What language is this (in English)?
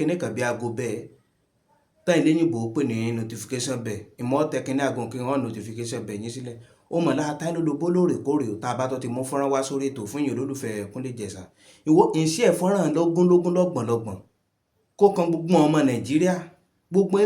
Yoruba